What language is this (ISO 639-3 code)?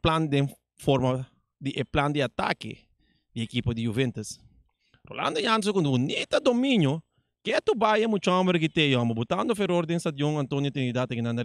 pap